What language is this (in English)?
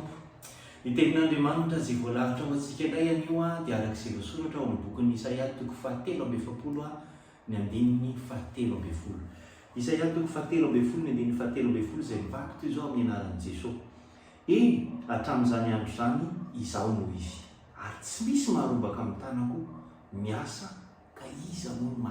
Malagasy